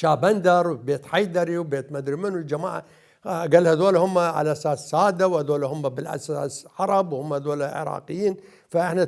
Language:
Mesopotamian Arabic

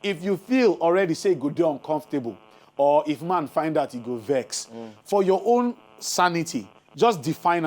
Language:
Nigerian Pidgin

